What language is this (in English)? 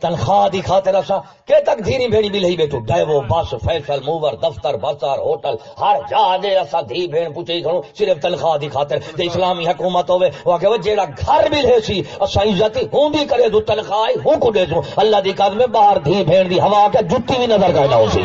Saraiki